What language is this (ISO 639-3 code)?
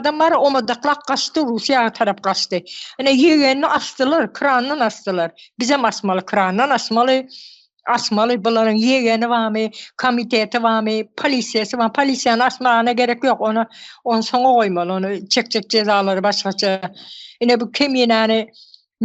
tuk